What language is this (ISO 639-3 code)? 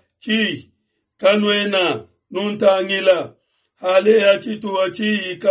lua